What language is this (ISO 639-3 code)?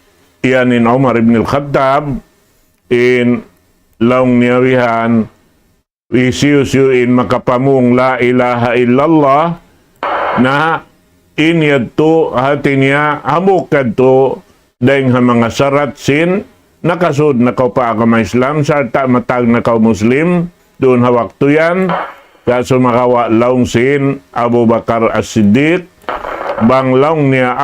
tsg